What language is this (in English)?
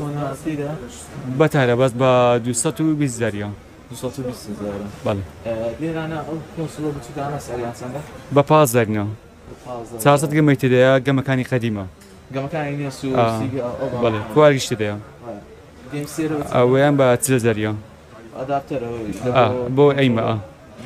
Central Kurdish